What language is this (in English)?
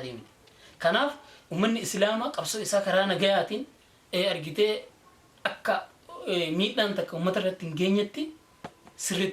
Oromo